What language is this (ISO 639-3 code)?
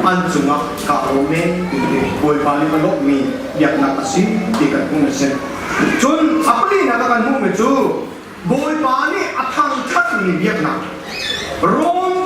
cnh